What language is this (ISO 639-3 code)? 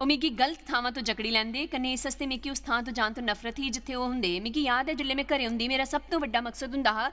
doi